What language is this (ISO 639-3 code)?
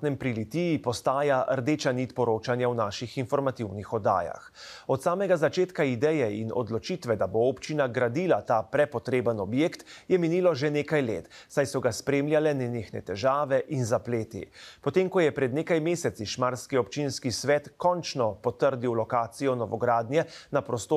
slv